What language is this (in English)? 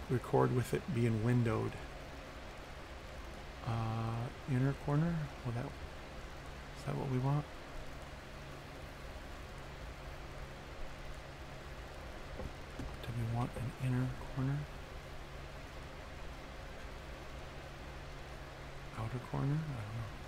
English